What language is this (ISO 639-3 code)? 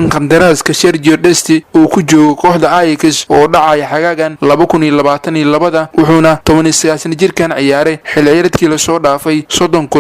som